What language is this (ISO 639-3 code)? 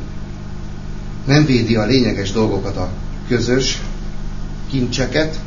hun